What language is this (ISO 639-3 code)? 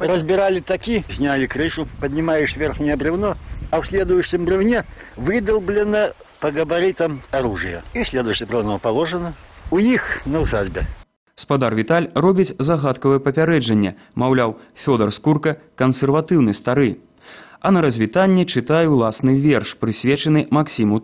bel